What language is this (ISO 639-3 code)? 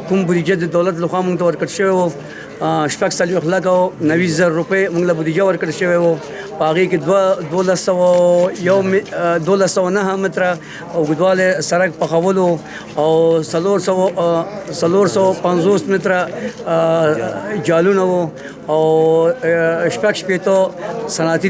pus